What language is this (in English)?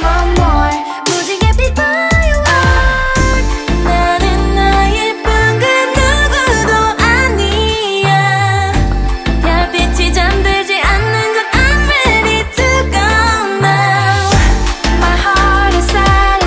Korean